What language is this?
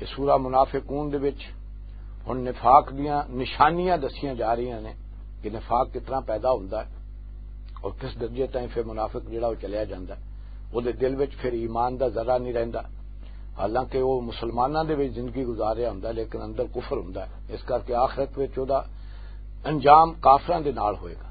Western Panjabi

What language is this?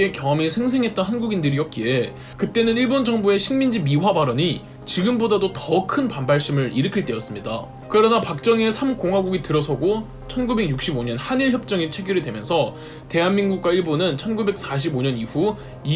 Korean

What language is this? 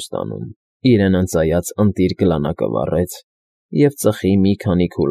Armenian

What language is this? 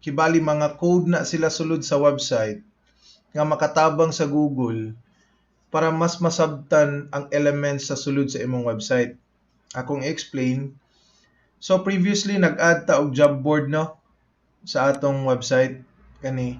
Cebuano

